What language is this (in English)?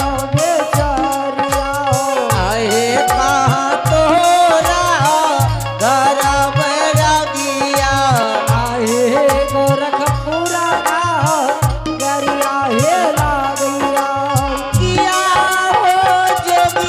Angika